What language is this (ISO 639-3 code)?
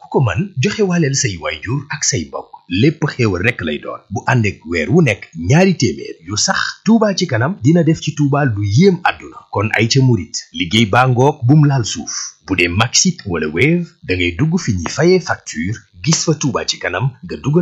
wol